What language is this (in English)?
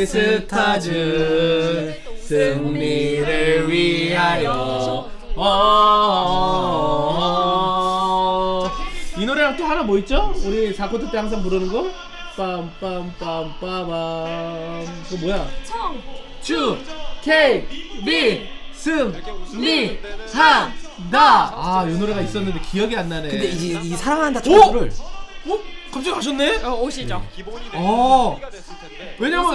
Korean